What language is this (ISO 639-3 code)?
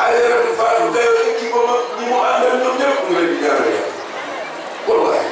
wol